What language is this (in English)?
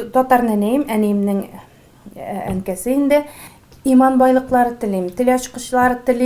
Tatar